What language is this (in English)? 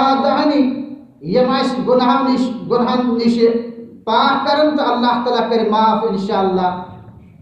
Kashmiri